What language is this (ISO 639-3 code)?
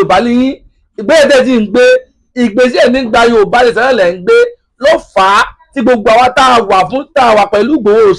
yor